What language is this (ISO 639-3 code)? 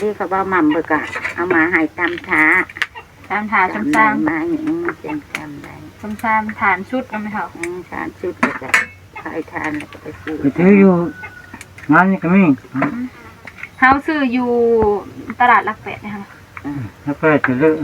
tts